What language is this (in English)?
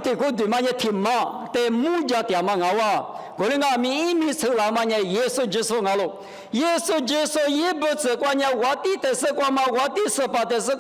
Lisu